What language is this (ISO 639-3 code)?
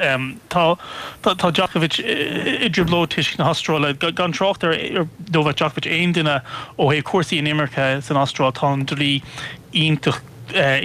gle